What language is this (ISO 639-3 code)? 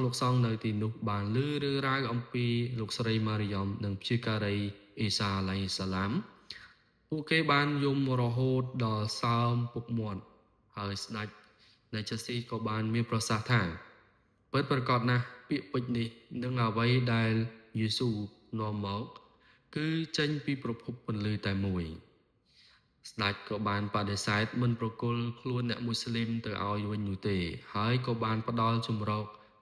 khm